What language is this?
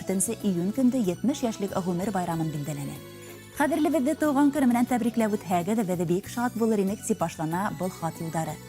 Bashkir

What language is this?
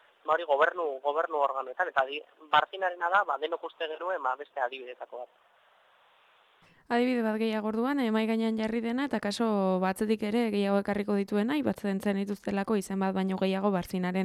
Basque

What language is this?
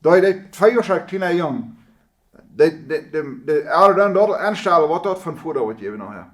Plautdietsch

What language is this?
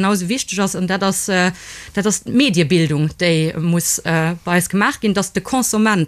Luxembourgish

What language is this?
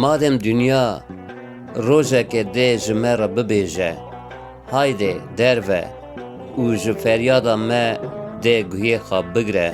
Kurdish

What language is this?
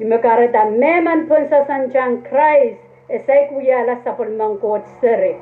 Pohnpeian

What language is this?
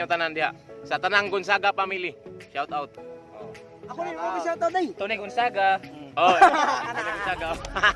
Cebuano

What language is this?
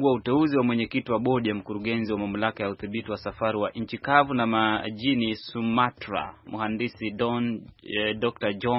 Swahili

